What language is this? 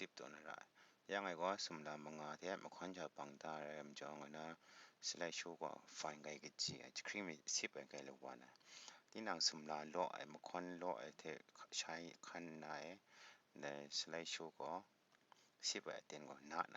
Kachin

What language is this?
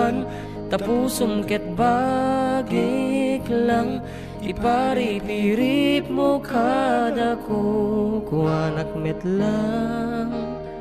Iloko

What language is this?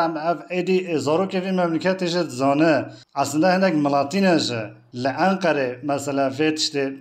Kurdish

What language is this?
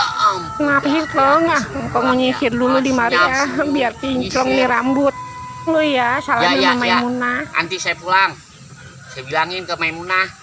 Betawi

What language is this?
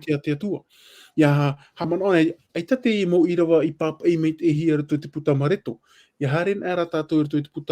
Tahitian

